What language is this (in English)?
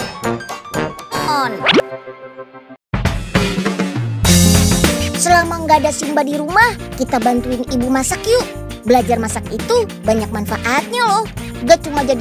Indonesian